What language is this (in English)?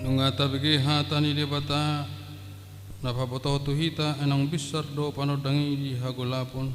Batak Toba